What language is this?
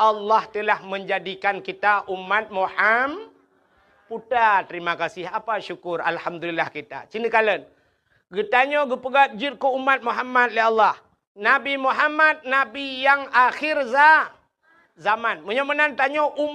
Achinese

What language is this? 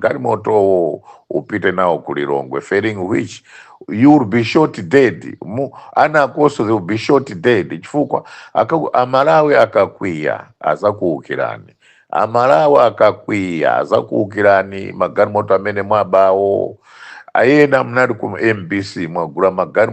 Nyanja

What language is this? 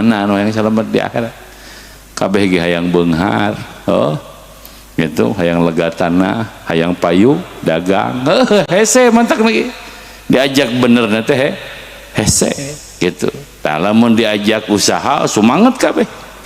Sundanese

